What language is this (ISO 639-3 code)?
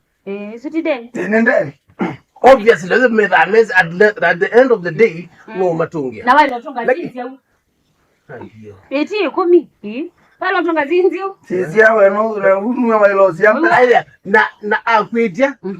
kam